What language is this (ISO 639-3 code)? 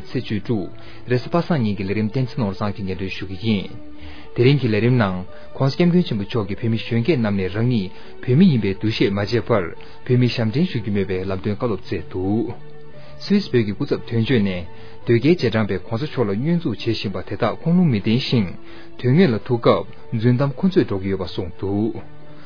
bod